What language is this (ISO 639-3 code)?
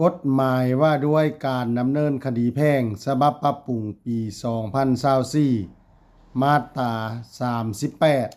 lao